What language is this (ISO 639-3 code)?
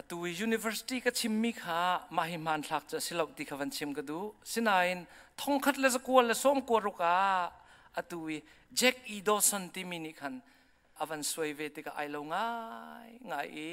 cnh